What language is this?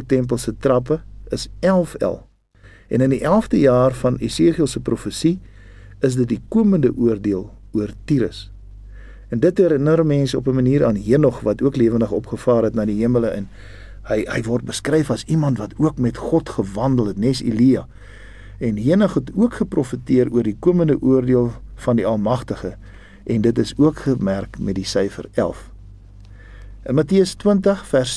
Afrikaans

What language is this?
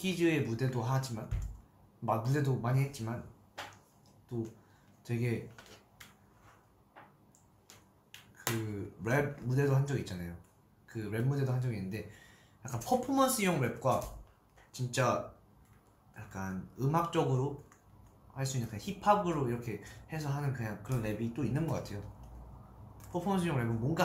Korean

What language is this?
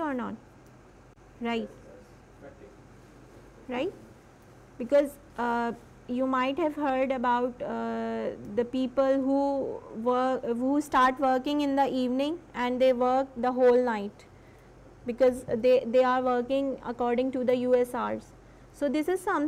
English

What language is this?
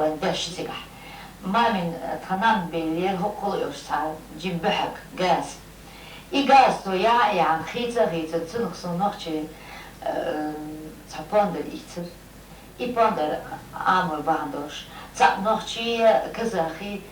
Chechen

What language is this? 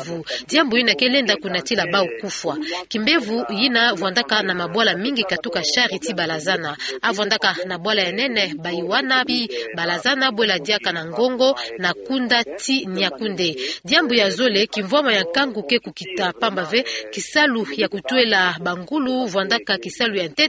Kituba (Democratic Republic of Congo)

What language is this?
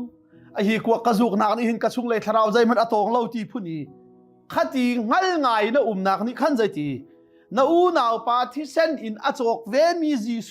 Hakha Chin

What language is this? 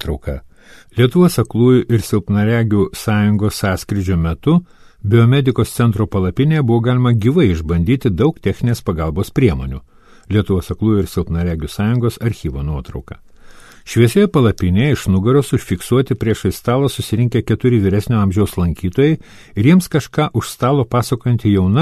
Lithuanian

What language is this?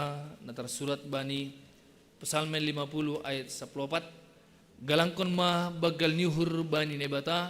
Batak Simalungun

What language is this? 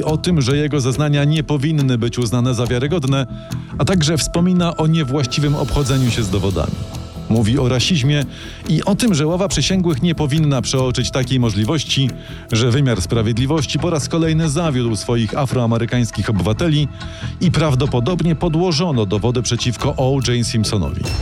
Polish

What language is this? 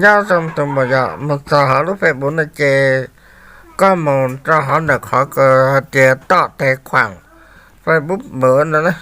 Hmong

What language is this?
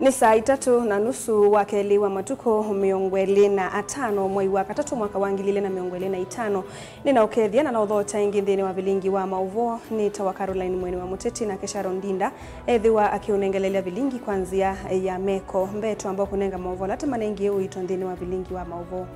Kamba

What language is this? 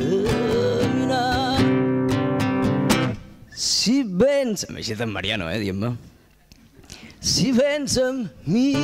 Catalan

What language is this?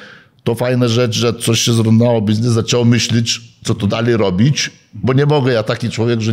Polish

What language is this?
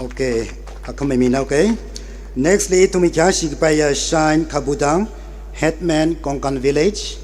Tangkhul Naga (India)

